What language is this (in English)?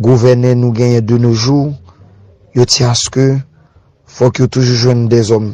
Haitian Creole